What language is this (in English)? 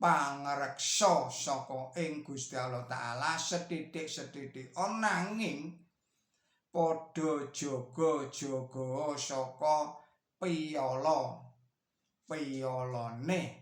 Javanese